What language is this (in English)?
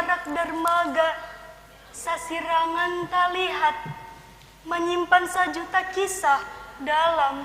Banjar